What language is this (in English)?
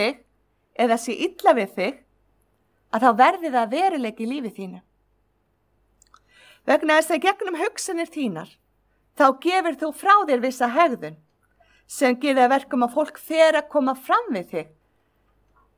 Icelandic